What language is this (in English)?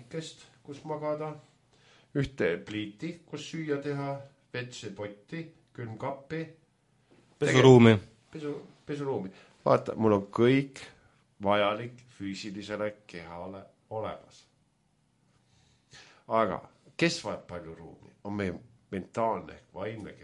Estonian